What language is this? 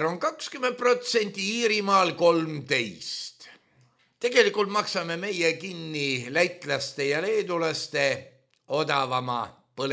Estonian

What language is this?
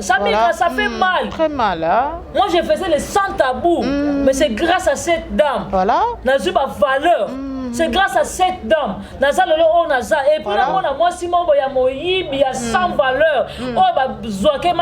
Lingala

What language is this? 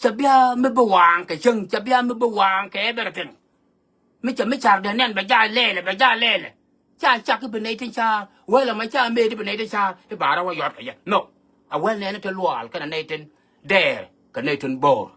Nuer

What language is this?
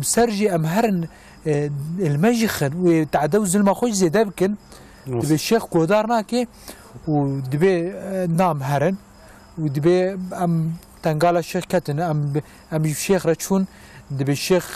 Kurdish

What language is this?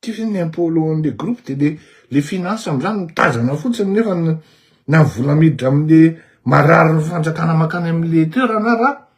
Malagasy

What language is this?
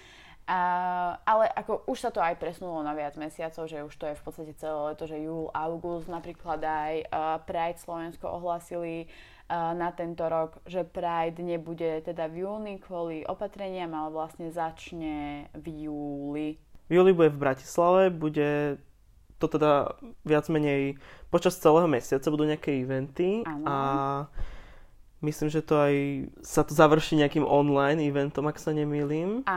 Slovak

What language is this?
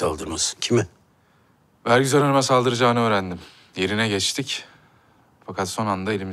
Turkish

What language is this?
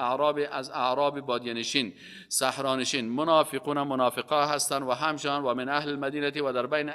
Persian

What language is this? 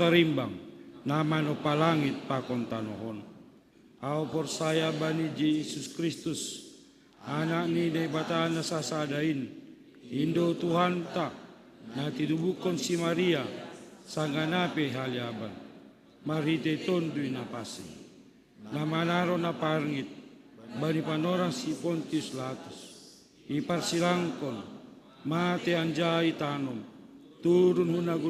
Batak Simalungun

